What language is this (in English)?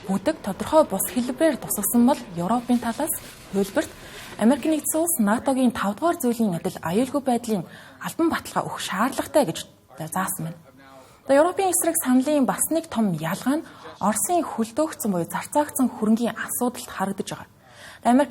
Mongolian